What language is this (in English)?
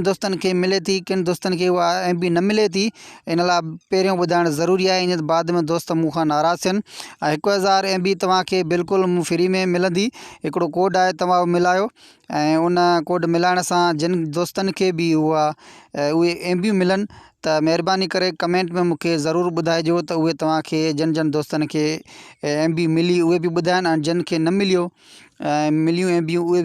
Sindhi